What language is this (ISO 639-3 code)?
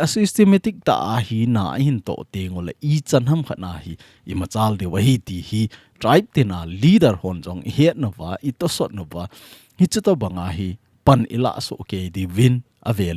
tcz